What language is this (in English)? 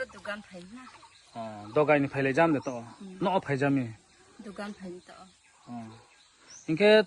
Riang (India)